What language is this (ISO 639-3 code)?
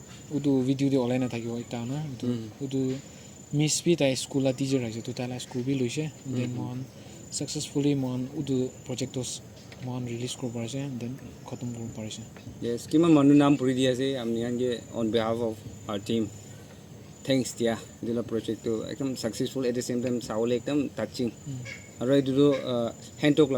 nag